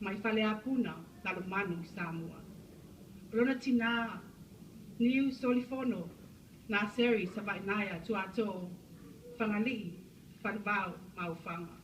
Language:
Samoan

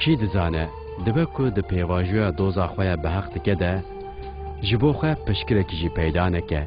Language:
Kurdish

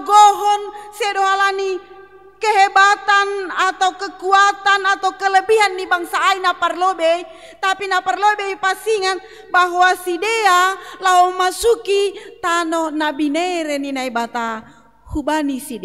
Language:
Batak Simalungun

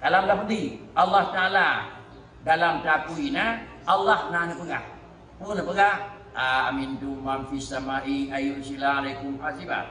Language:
Achinese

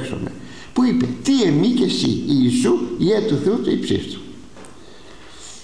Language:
Greek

